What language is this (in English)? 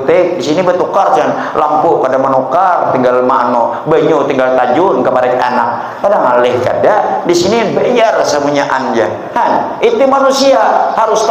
Banjar